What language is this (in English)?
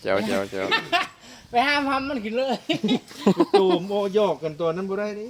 Lao